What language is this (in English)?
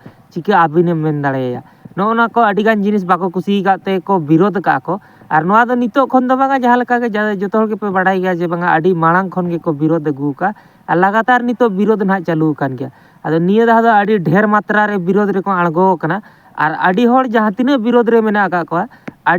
Santali